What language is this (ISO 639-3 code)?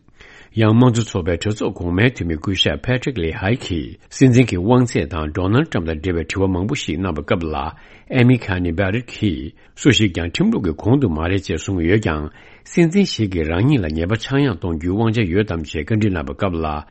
bod